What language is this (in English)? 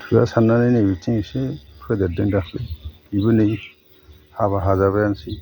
Bodo